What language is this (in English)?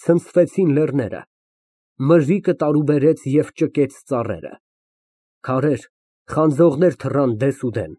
Armenian